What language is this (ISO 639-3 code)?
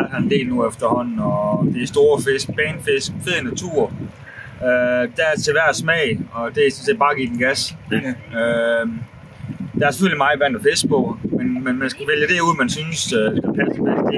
dan